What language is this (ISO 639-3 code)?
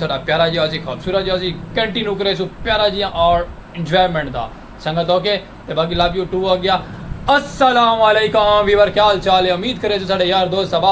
skr